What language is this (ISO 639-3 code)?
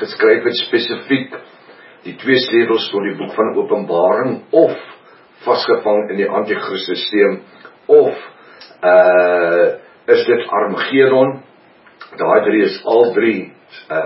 afr